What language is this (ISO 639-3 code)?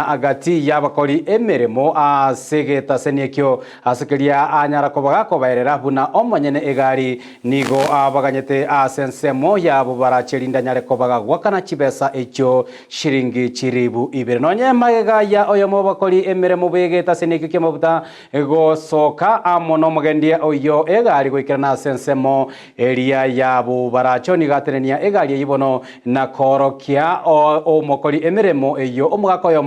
guz